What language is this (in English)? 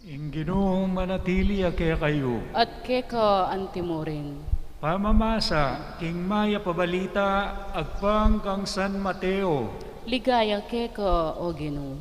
Pampanga